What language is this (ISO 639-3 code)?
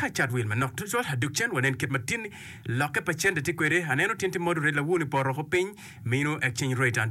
ach